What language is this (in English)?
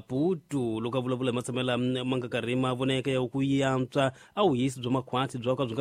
Tsonga